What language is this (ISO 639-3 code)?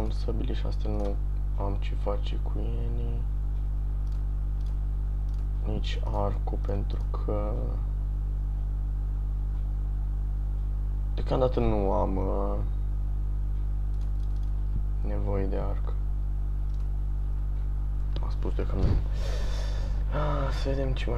ron